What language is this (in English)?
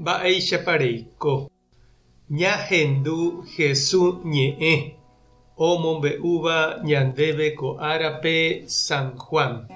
Guarani